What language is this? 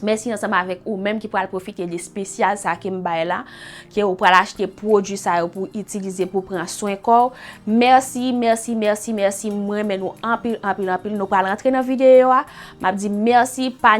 Haitian Creole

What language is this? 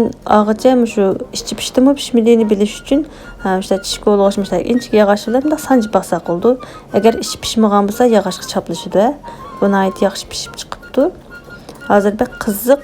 Uyghur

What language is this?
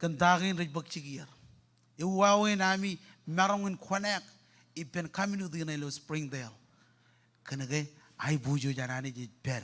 Marshallese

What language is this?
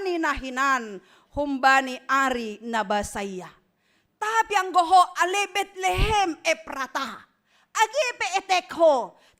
Batak Simalungun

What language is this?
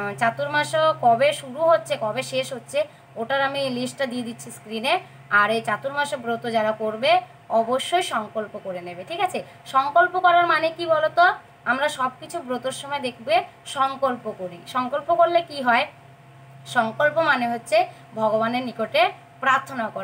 Bangla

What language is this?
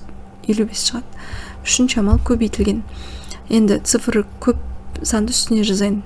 Kazakh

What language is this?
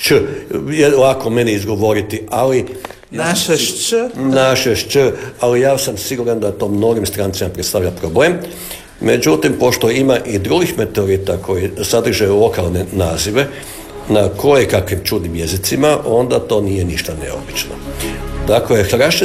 Croatian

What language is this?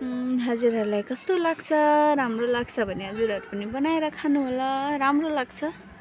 Nepali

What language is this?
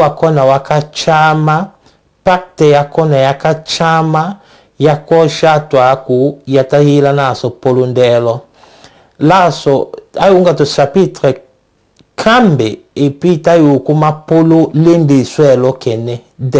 Tetela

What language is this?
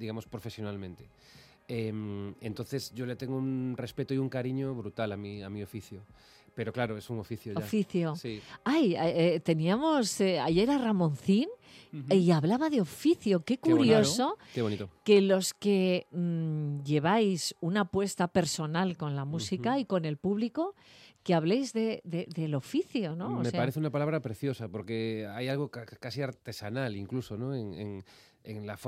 Spanish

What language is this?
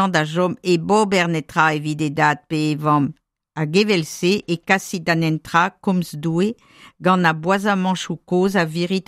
Breton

